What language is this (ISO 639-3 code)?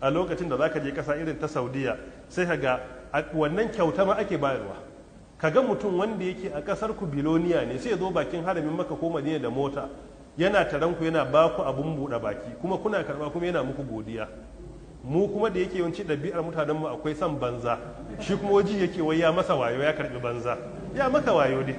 hau